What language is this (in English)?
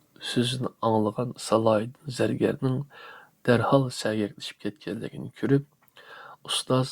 Uyghur